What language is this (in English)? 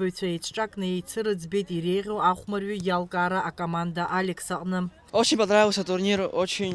Abkhazian